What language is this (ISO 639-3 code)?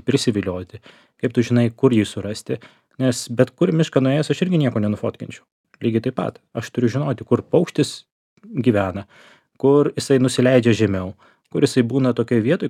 lit